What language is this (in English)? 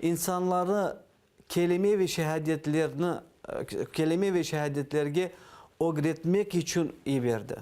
Crimean Tatar